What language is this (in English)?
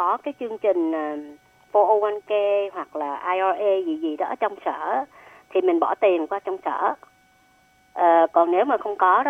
Vietnamese